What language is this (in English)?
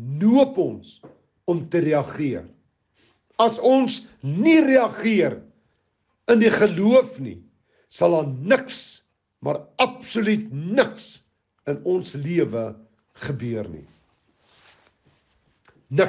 Afrikaans